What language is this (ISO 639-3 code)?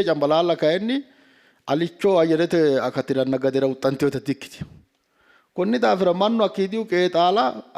sid